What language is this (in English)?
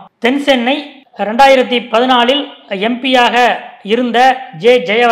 Tamil